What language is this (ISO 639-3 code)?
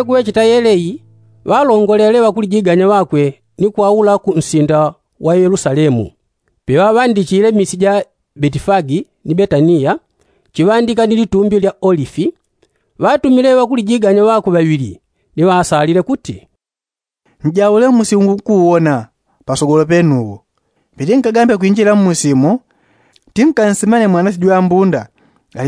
yao